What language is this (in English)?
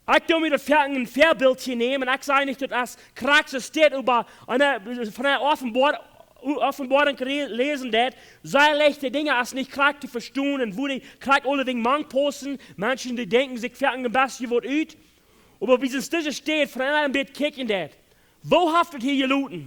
Plautdietsch